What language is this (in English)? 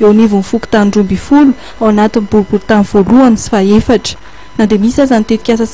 Malagasy